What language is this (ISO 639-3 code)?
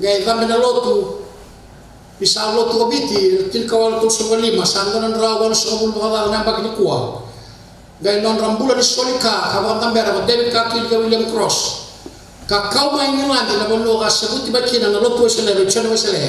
fij